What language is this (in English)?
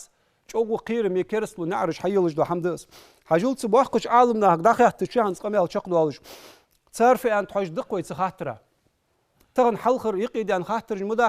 Ingush